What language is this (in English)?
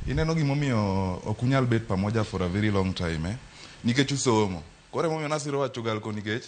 Luo (Kenya and Tanzania)